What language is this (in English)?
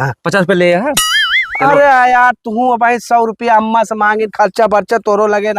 Awadhi